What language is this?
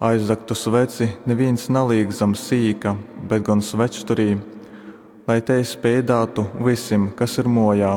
Latgalian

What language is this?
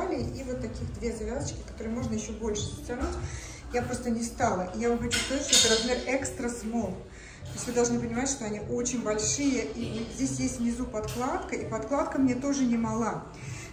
Russian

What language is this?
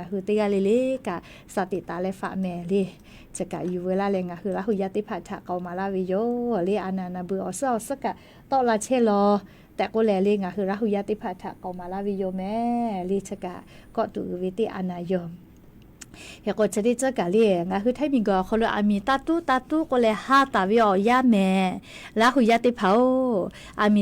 Lahu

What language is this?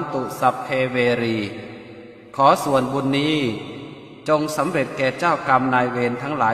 Pali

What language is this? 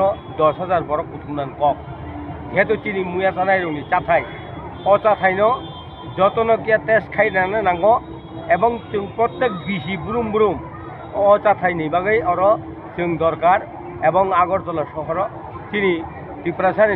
Kok Borok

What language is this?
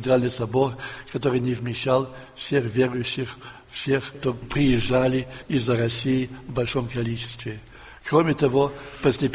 Russian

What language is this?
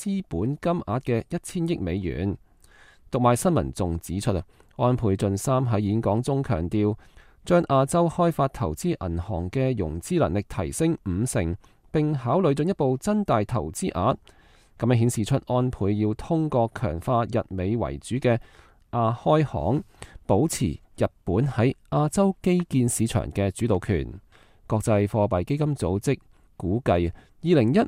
Cantonese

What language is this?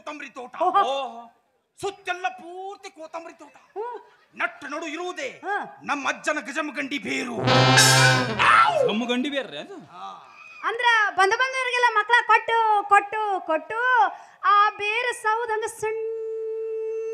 Kannada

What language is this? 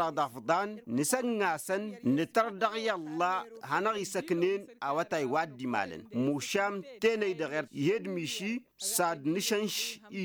Tamasheq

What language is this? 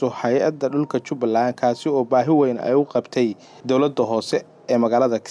Somali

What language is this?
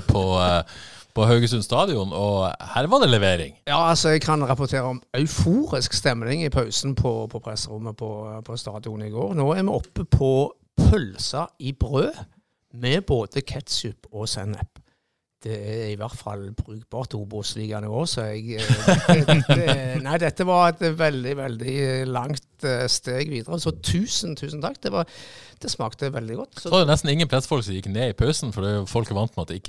Norwegian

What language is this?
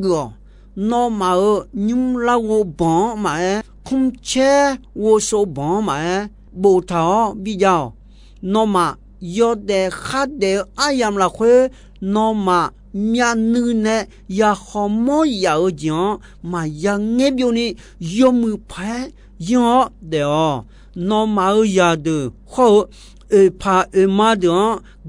Akha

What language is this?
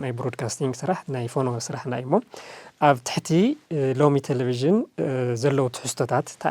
Tigrinya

